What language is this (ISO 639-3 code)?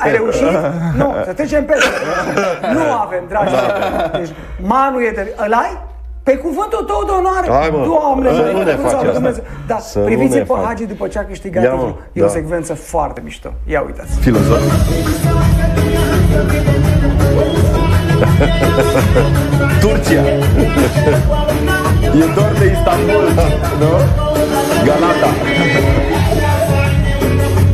ron